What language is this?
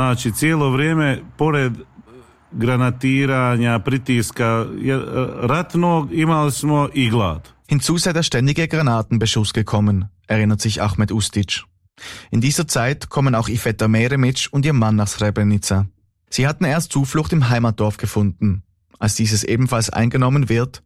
German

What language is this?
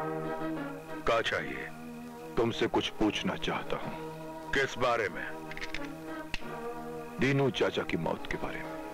Hindi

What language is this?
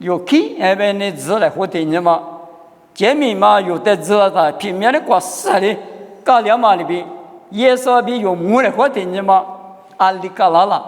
Lisu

